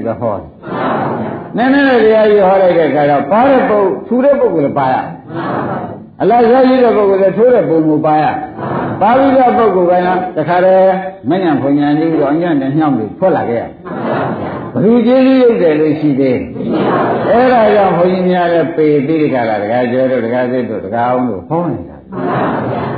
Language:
Burmese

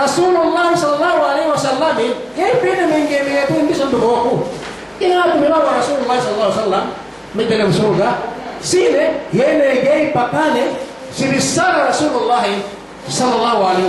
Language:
Yakan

